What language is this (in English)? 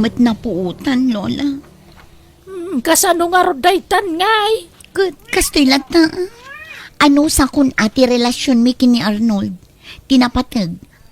Iloko